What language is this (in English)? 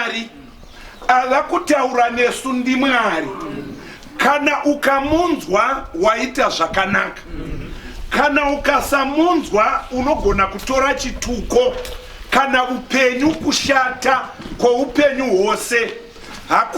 Shona